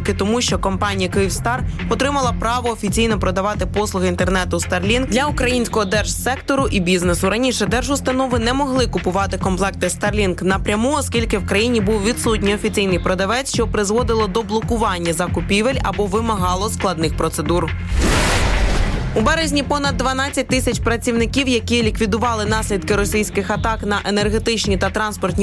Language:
Ukrainian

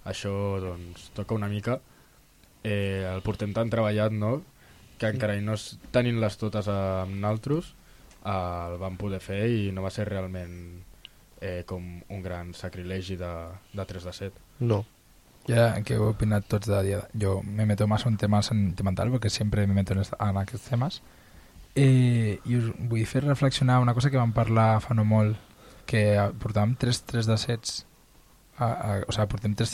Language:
Catalan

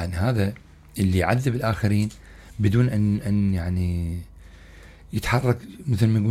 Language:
Mesopotamian Arabic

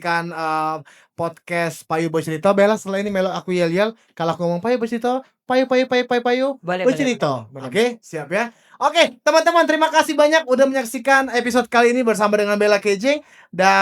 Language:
Musi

